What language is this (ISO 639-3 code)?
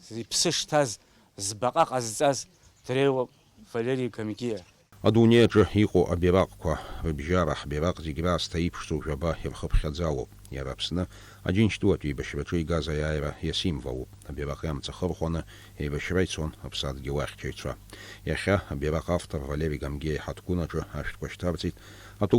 abk